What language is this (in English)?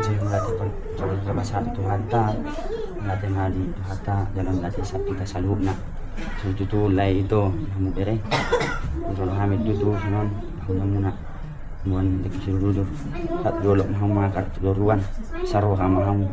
Batak Toba